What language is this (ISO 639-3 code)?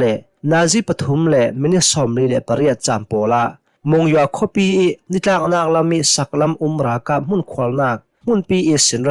cnh